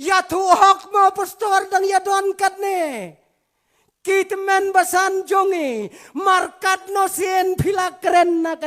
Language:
Khasi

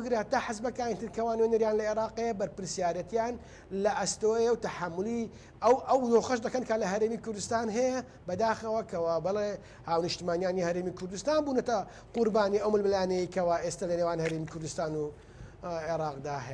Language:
Central Kurdish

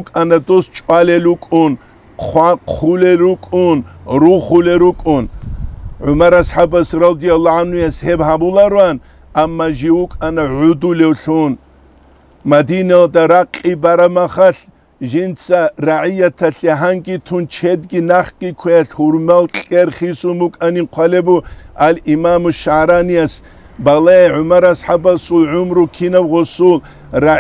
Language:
Avaric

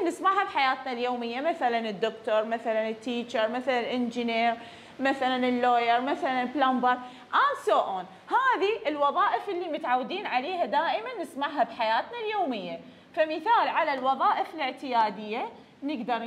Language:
Mesopotamian Arabic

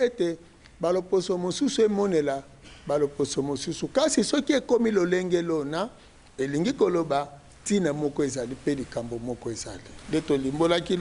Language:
Lingala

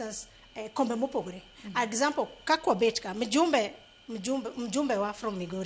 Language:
Luo (Kenya and Tanzania)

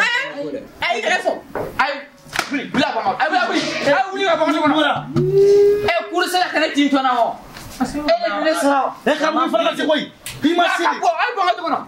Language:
Bambara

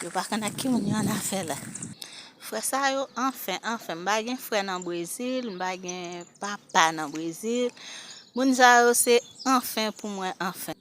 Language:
Haitian Creole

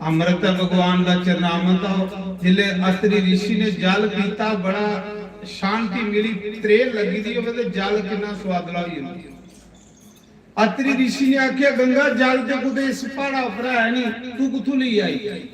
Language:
Dogri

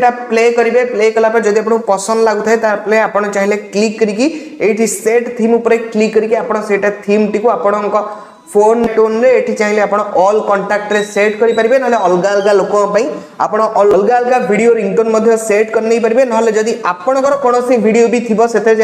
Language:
Odia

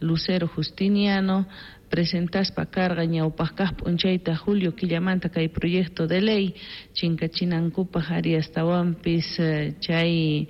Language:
South Bolivian Quechua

